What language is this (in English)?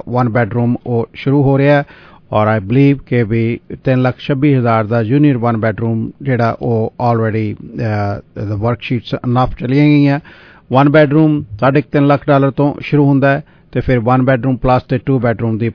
Punjabi